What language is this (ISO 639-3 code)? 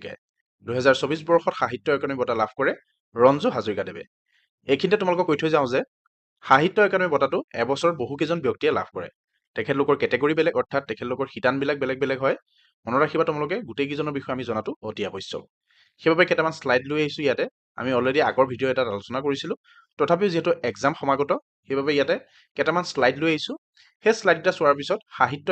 asm